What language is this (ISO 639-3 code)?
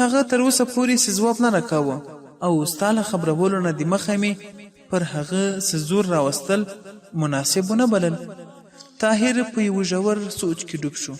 pus